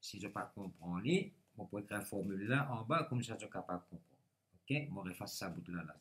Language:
Morisyen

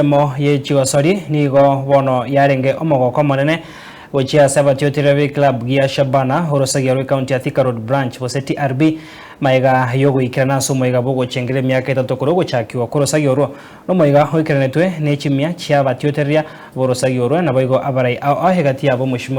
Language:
Gusii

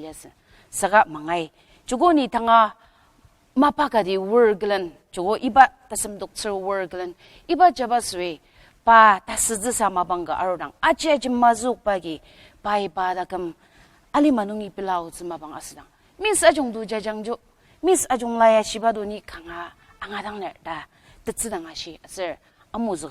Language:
Ao Naga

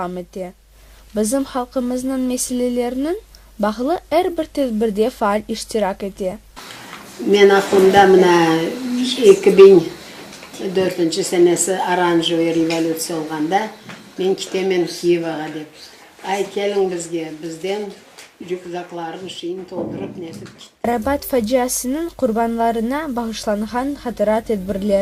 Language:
Crimean Tatar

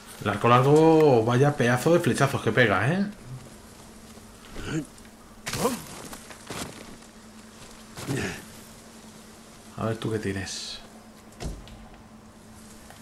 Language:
Spanish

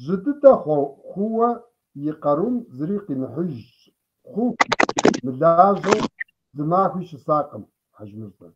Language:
Kabardian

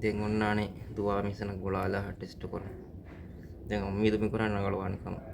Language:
Divehi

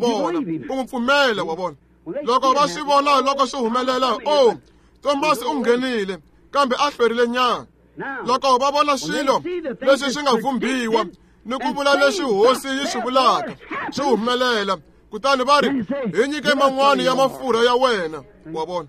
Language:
Tsonga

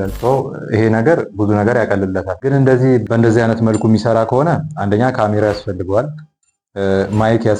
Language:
Amharic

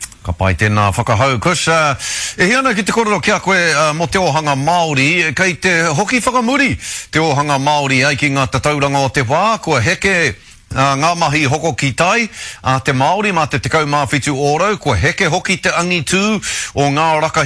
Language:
Māori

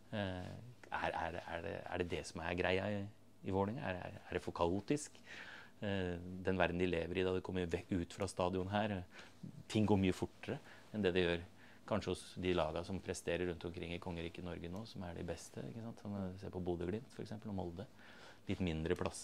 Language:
Norwegian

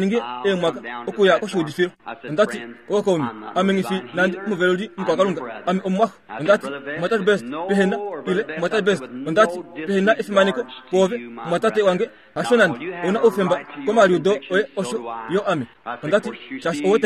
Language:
Kuanyama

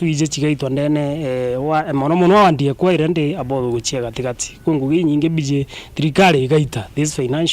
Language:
Meru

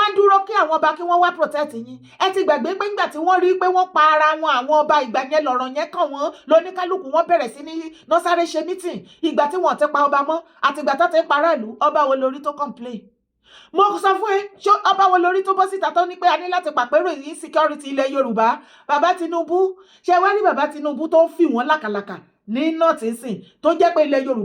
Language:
Yoruba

